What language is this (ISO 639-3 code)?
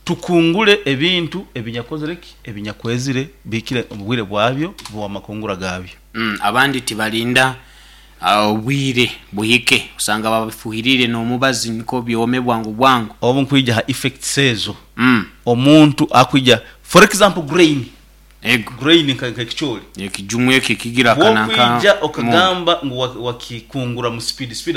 nyo